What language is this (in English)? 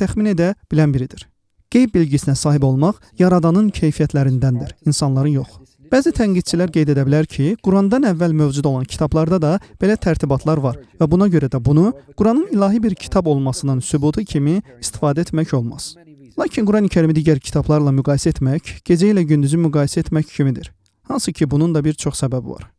Azerbaijani